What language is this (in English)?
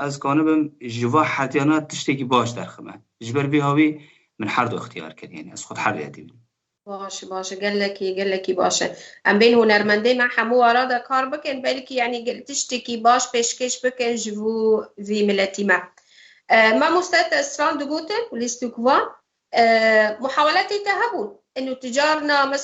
Kurdish